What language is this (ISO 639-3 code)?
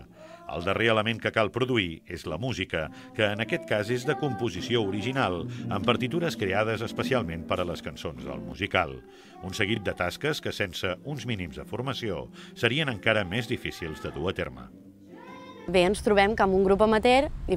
cat